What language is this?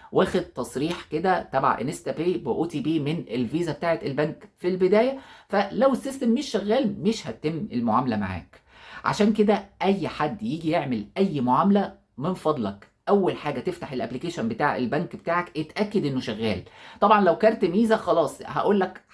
Egyptian Arabic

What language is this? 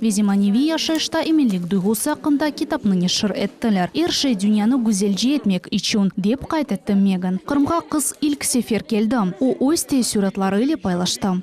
Crimean Tatar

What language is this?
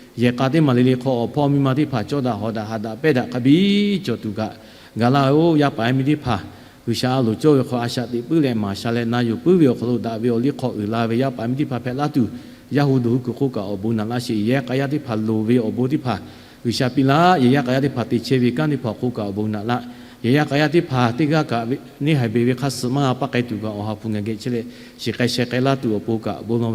Lahu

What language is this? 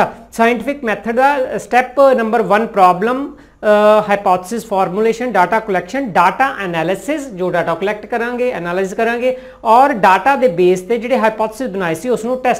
Punjabi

